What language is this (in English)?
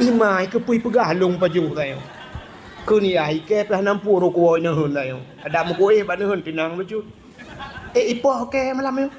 Achinese